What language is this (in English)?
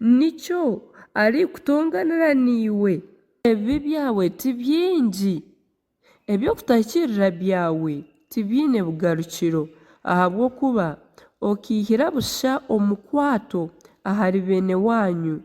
Nyankole